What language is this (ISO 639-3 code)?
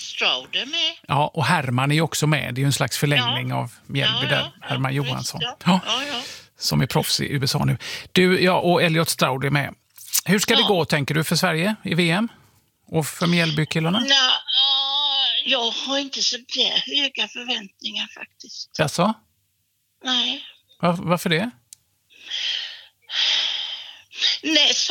swe